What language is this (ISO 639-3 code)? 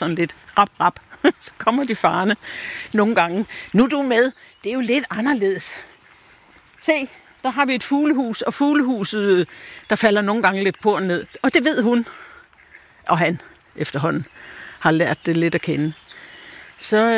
dan